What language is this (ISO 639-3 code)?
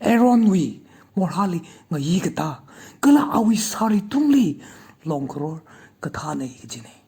nmf